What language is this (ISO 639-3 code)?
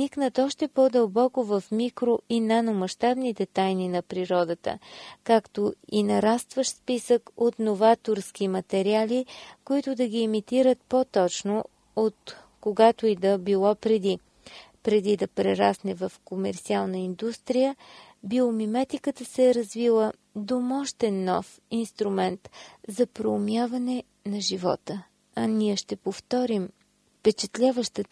bul